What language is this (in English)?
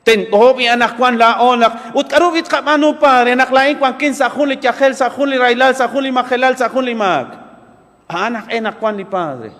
Kekchí